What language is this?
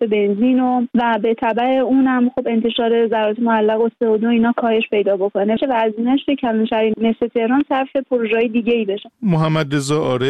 Persian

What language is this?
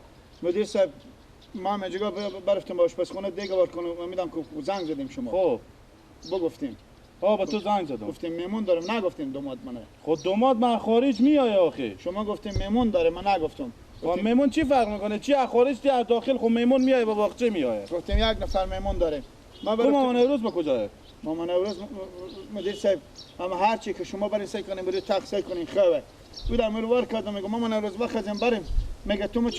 Persian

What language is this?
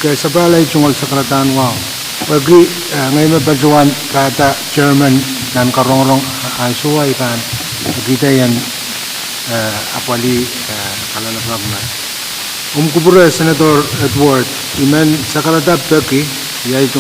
Pohnpeian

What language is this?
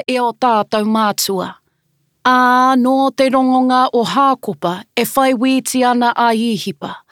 Māori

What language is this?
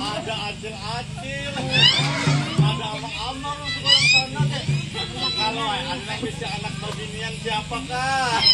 Banjar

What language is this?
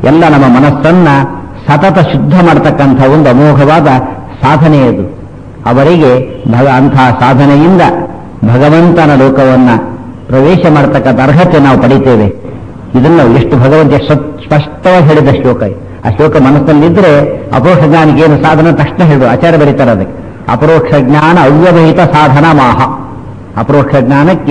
Kannada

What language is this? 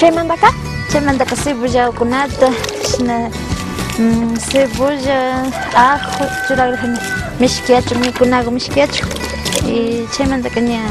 Imbabura Highland Quichua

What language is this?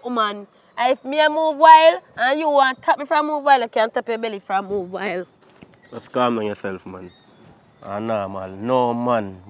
Jamaican Creole English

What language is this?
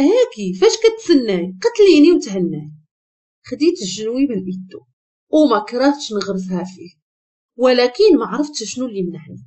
Moroccan Arabic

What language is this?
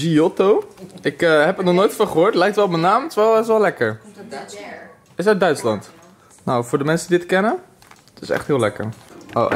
Dutch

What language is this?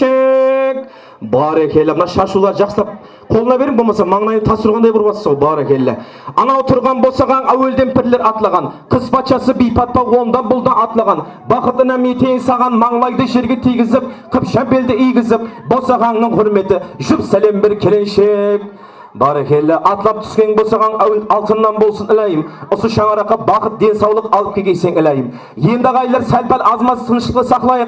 Kara-Kalpak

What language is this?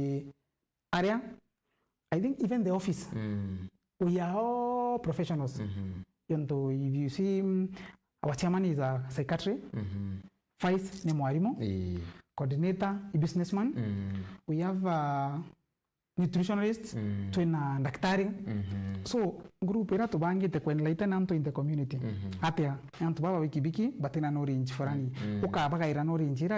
Meru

